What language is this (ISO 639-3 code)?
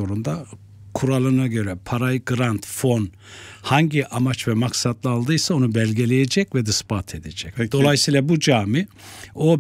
tur